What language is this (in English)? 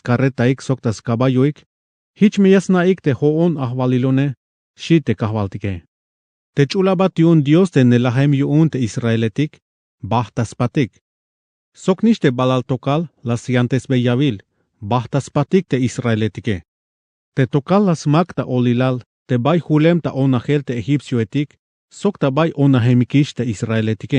Tzeltal